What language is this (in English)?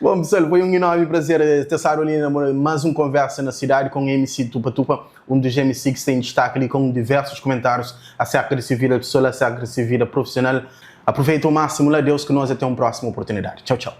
Kabuverdianu